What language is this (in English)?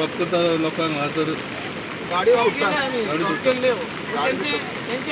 Konkani